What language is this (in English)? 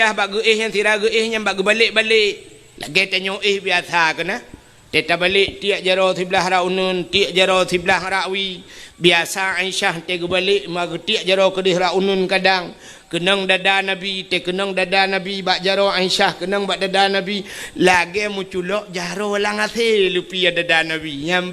Achinese